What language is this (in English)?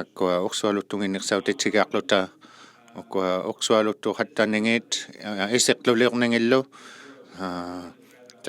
Inuktitut